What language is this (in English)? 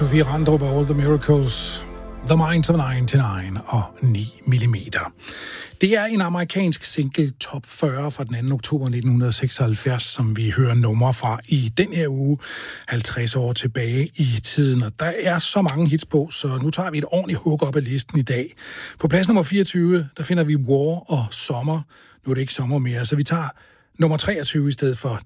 Danish